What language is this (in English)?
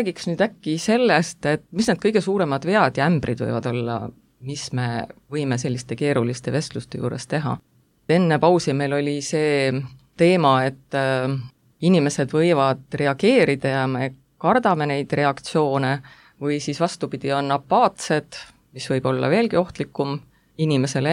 Estonian